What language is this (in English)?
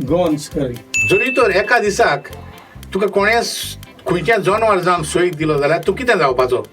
Konkani